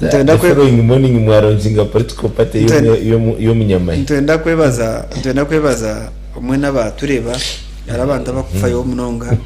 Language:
Nyankole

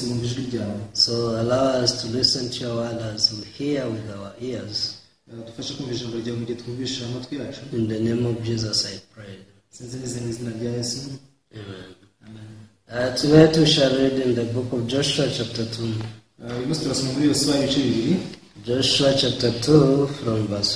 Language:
Kinyarwanda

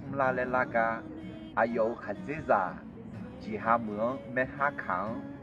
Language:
Akha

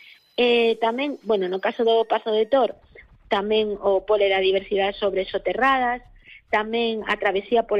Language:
Galician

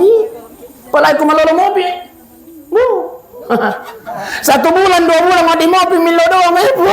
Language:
Buginese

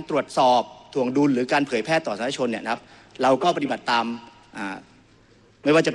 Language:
Thai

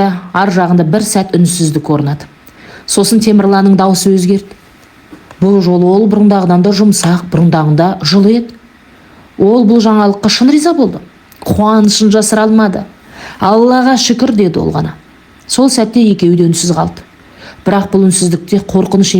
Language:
Kazakh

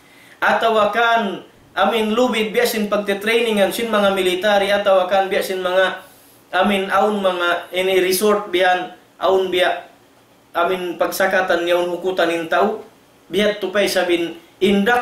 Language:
Tausug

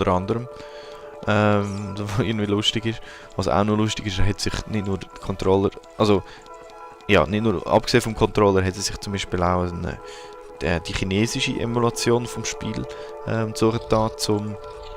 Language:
Swiss German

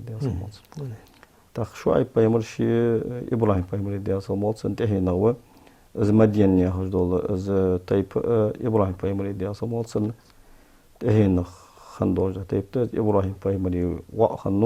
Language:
Ingush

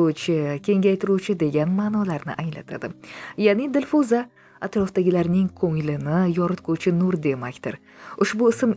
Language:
Uzbek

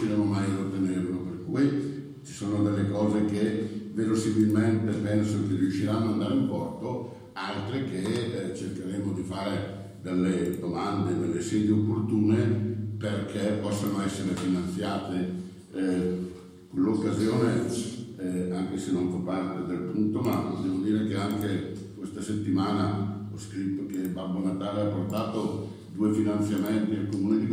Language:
Italian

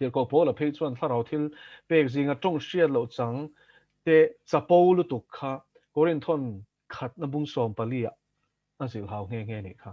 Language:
Mizo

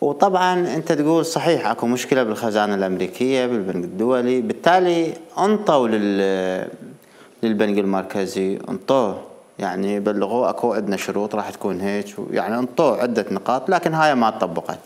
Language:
Mesopotamian Arabic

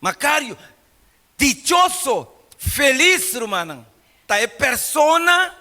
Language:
Papiamento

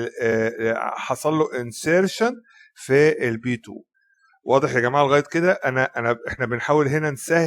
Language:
Egyptian Arabic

